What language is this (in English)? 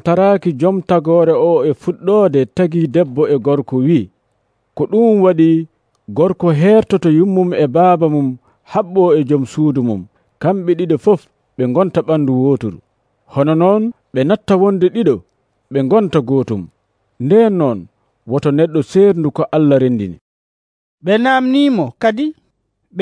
Nigerian Fulfulde